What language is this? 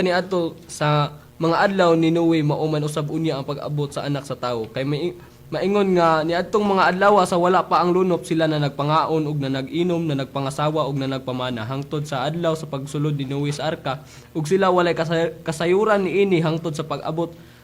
Cebuano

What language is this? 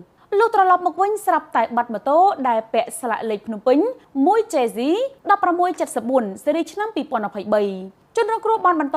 Khmer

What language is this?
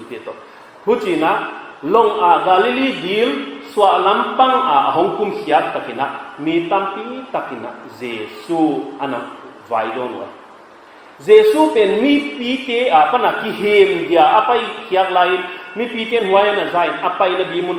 Paite Chin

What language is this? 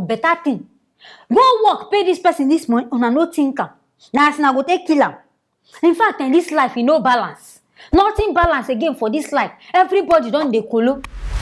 Nigerian Pidgin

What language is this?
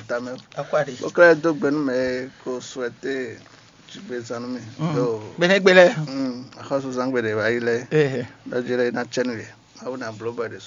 Fon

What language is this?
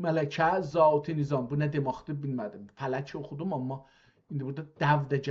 South Azerbaijani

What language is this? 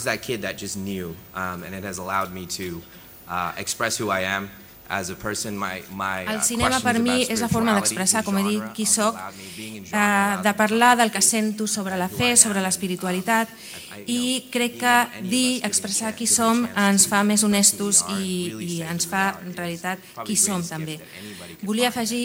Catalan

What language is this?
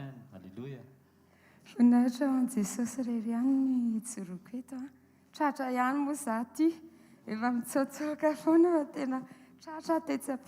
Malagasy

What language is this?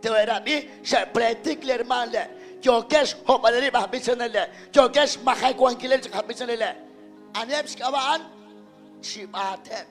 Kekchí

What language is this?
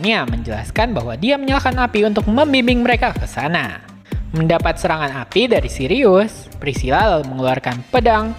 Indonesian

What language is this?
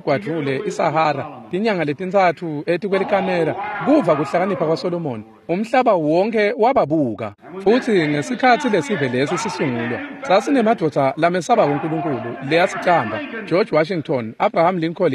Swati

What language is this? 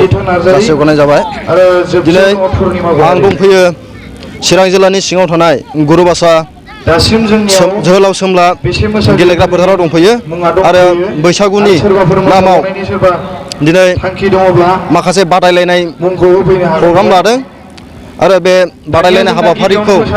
Bodo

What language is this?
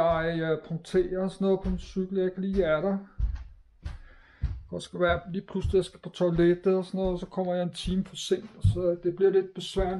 Danish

